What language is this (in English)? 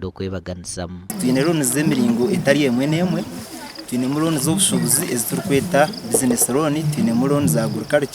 Nyankole